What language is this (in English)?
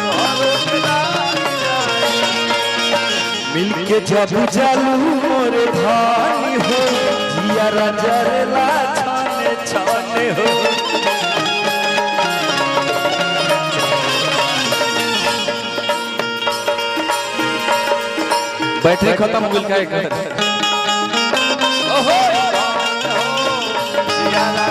Bhojpuri